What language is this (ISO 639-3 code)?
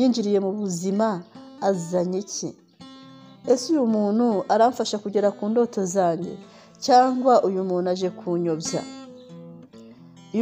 kin